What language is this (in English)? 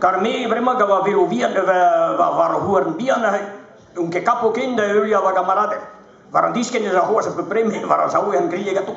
Breton